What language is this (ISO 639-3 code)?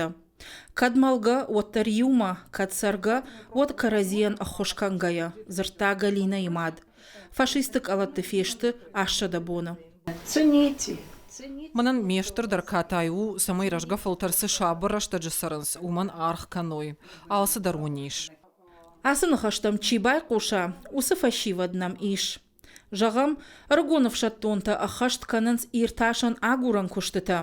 oss